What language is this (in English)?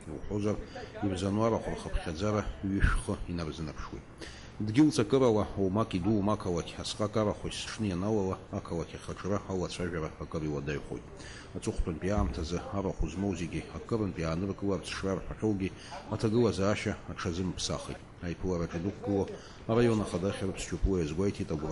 Abkhazian